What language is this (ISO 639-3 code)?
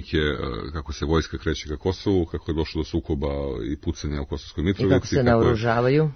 srp